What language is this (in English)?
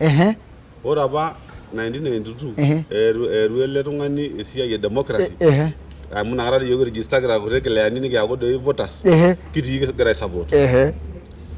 Masai